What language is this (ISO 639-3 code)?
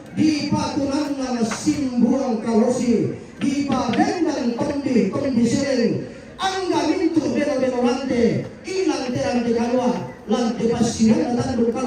sda